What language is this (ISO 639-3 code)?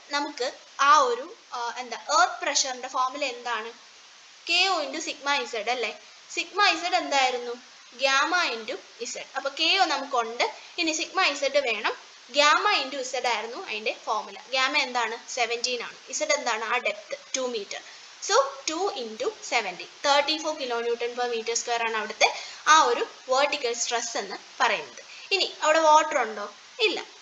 mal